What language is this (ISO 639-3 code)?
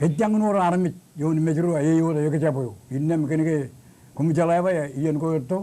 mah